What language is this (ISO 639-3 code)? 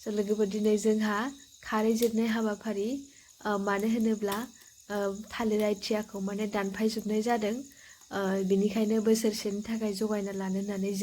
brx